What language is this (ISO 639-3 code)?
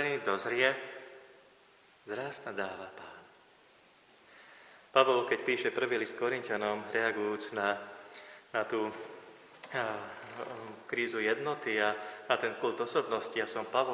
slk